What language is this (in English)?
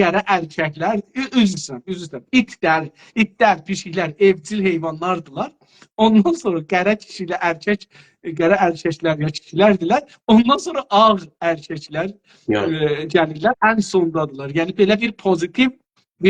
South Azerbaijani